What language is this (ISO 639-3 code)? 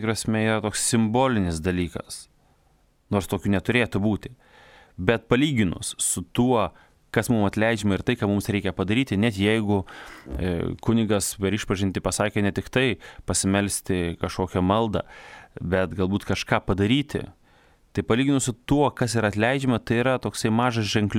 lit